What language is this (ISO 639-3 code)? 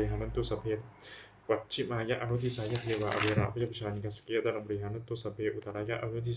pli